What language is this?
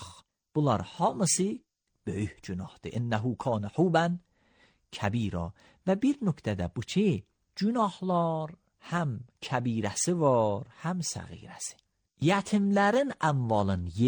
Azerbaijani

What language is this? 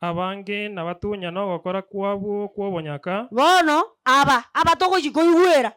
Gusii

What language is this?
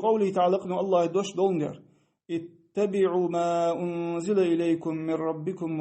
Ingush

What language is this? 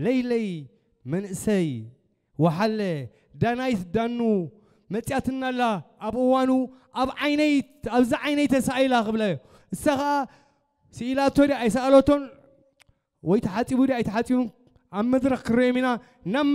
Tigrinya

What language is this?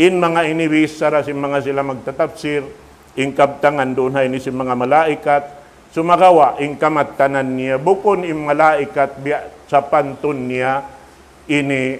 Tausug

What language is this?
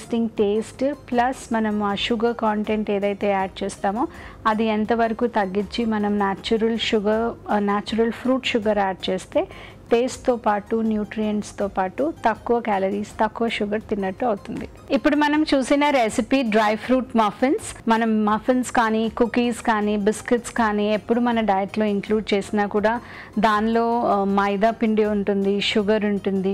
Telugu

